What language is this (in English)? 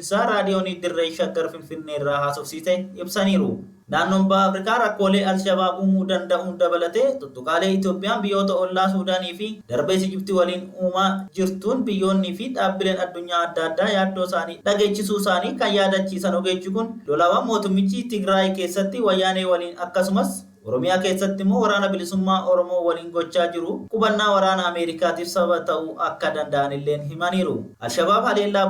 Oromo